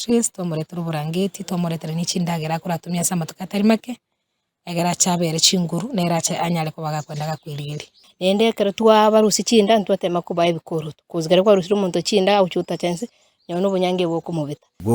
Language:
Gusii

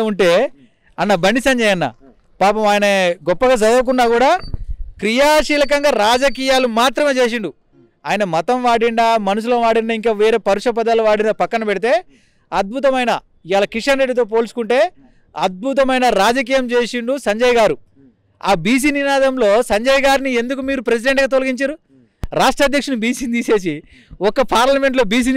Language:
Telugu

